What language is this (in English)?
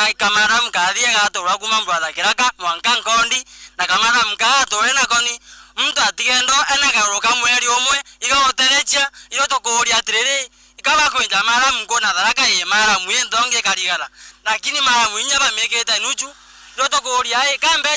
Meru